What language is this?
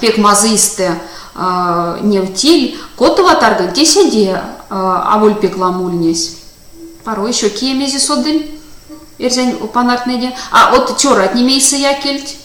Erzya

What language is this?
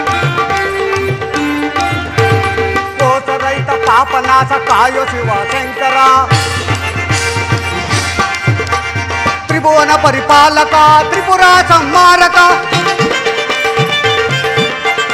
Kannada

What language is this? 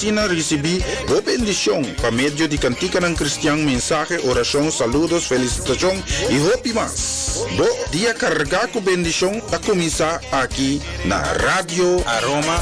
Papiamento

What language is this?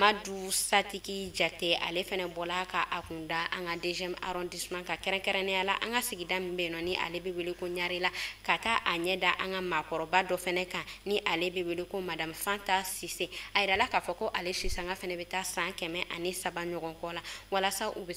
Bambara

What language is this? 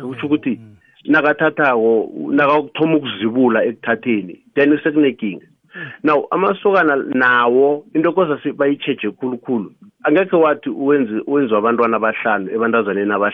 South Ndebele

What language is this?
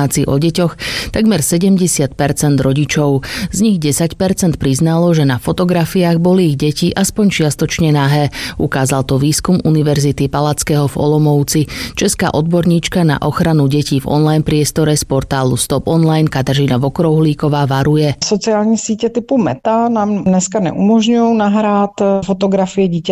Slovak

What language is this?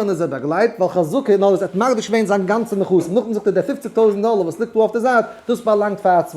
Yiddish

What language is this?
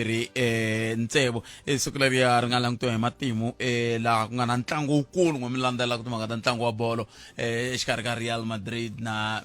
Tsonga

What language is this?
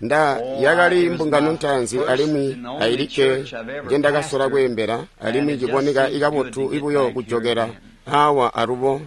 Tonga (Zambia)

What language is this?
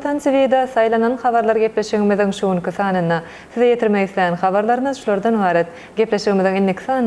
Turkmen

